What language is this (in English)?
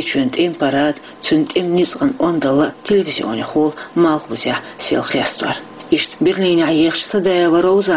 Chechen